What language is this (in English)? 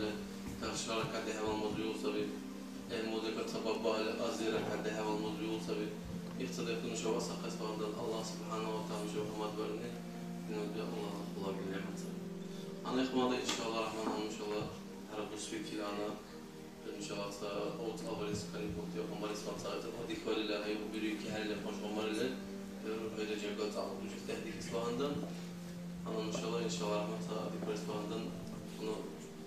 Dargwa